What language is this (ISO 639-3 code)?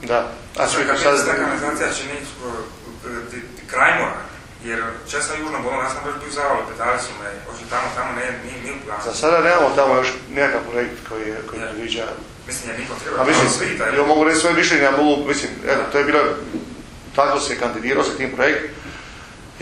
hrv